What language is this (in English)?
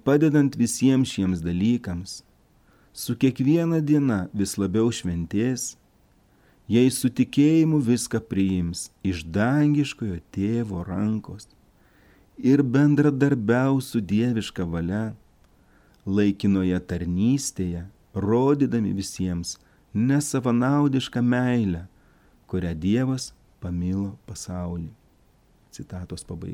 Lithuanian